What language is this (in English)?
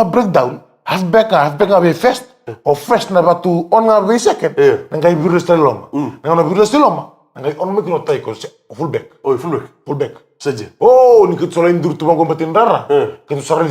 Fijian